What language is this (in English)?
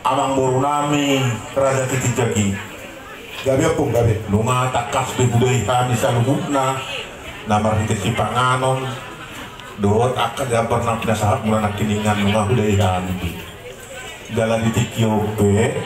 Batak Toba